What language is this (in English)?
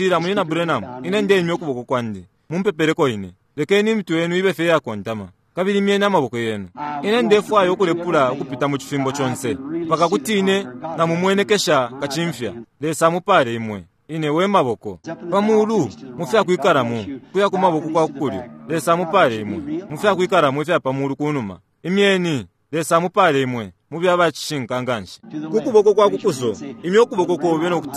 Bemba